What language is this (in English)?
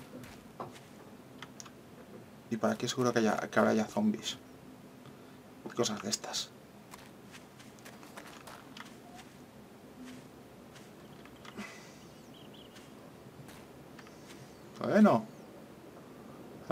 Spanish